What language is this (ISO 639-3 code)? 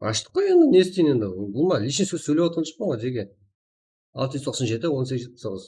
kaa